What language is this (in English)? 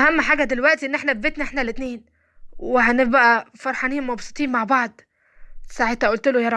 Egyptian Arabic